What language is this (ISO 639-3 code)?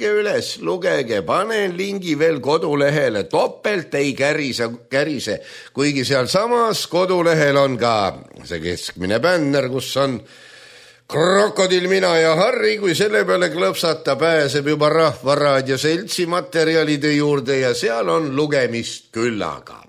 est